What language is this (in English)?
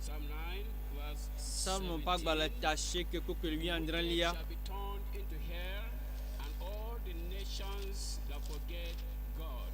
Ewe